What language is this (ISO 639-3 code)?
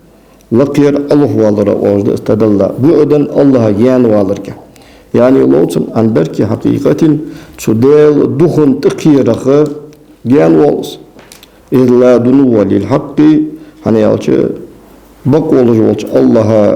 inh